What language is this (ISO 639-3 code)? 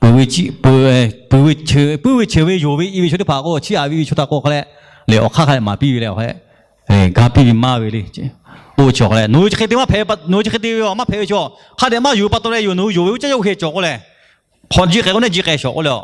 lhu